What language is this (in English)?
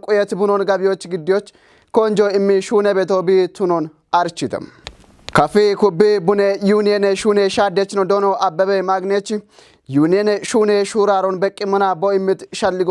Kafa